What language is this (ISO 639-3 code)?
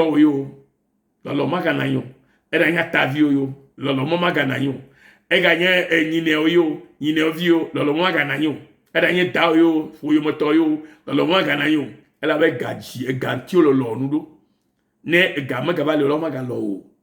ewe